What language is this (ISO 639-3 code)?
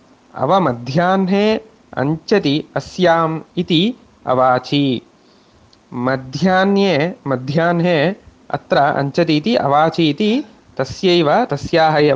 san